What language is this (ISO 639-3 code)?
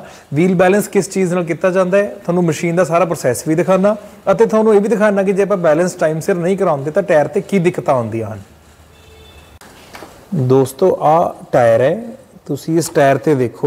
pan